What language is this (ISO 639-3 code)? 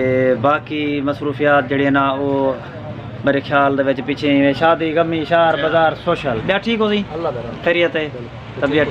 skr